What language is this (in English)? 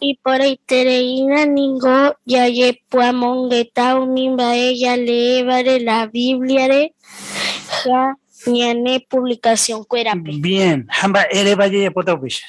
Guarani